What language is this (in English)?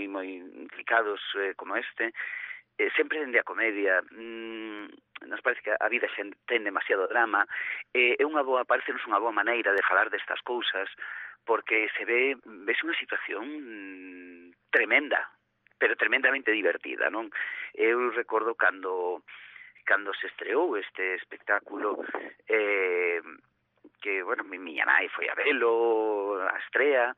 Galician